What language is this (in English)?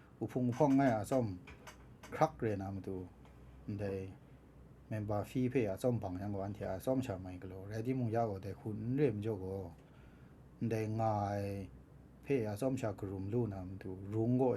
Kachin